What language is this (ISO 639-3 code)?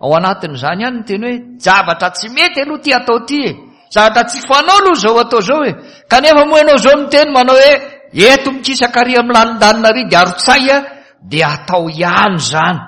mlg